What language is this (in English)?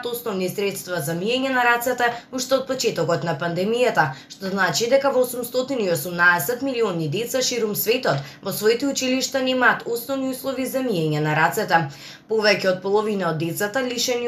Macedonian